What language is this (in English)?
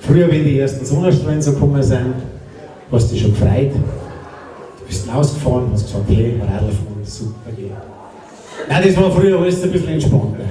Bavarian